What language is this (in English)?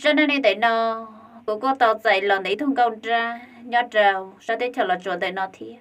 Hmong